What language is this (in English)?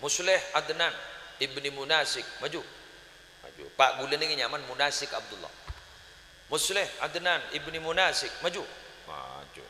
Madurese